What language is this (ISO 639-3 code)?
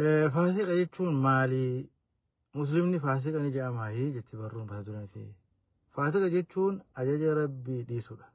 orm